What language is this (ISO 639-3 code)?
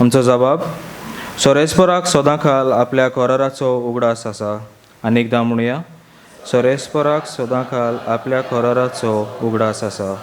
kok